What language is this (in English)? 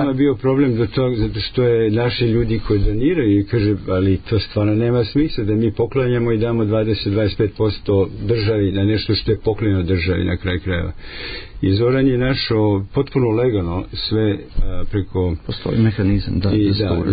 Serbian